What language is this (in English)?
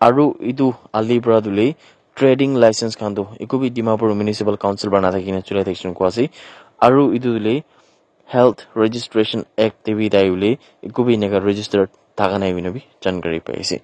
Naga Pidgin